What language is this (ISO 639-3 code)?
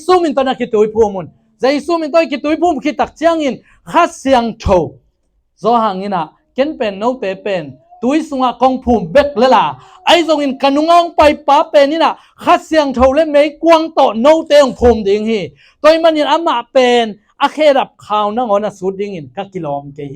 ctd